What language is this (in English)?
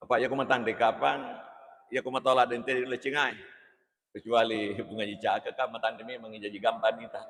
Buginese